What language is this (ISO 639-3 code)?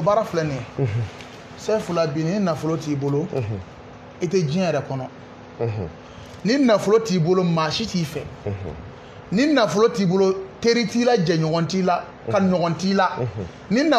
bam